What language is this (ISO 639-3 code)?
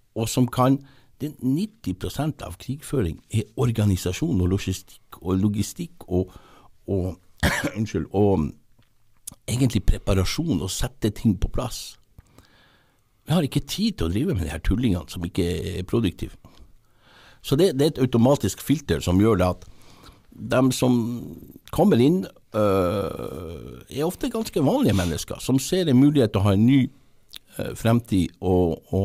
nor